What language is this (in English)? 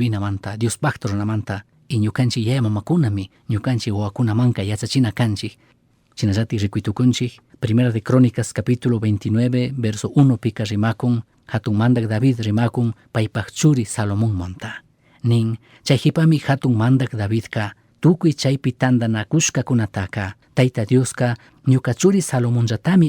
Chimborazo Highland Quichua